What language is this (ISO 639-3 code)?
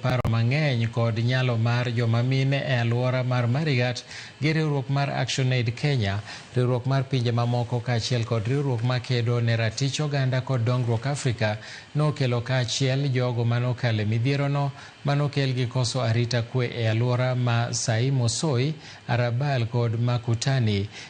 luo